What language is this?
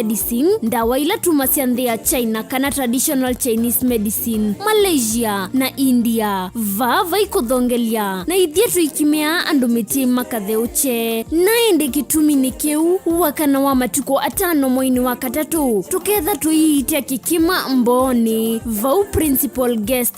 Kamba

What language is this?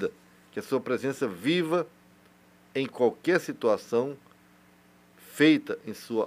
Portuguese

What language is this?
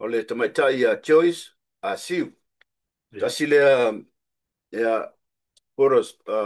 Samoan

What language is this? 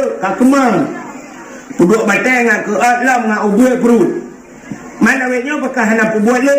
Achinese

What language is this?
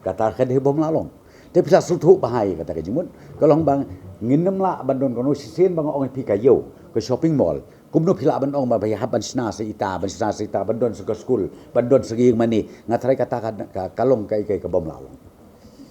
Khasi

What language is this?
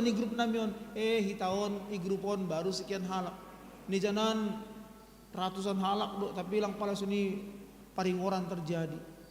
Batak Simalungun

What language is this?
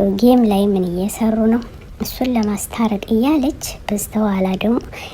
Amharic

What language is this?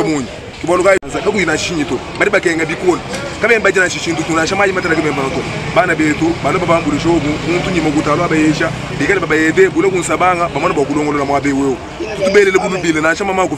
Luba-Lulua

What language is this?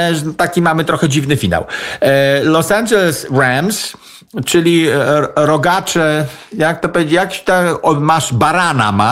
Polish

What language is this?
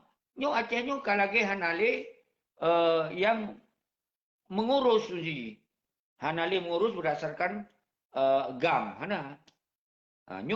Achinese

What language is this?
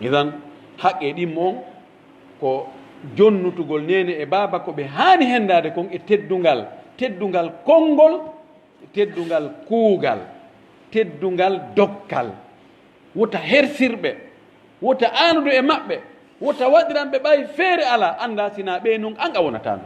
Pular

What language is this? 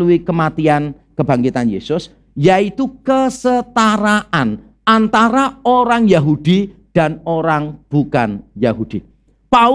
Indonesian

